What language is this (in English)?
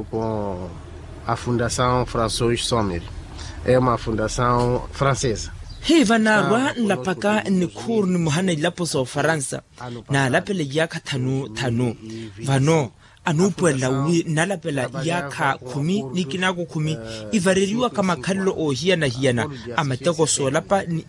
Makhuwa